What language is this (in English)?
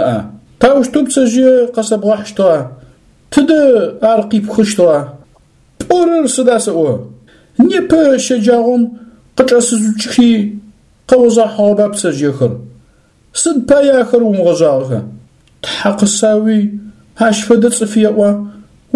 Adyghe